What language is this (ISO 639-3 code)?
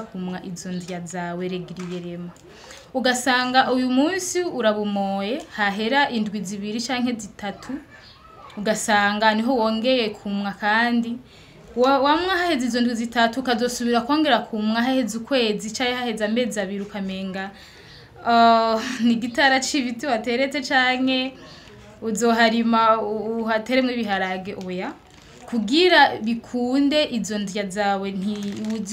run